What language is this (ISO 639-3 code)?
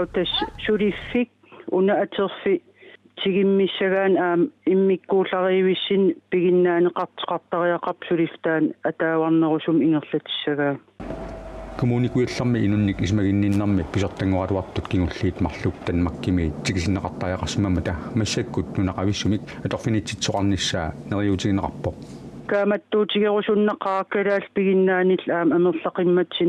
kal